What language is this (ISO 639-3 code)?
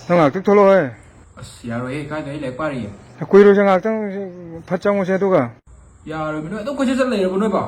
mni